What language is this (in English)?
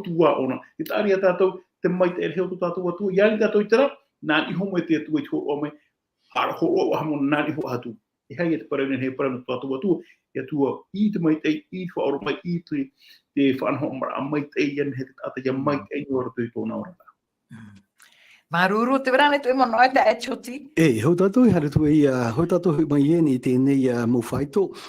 Tahitian